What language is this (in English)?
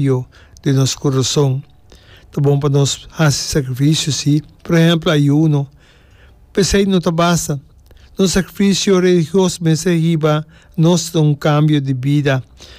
Papiamento